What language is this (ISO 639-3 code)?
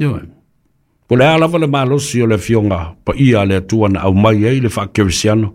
smo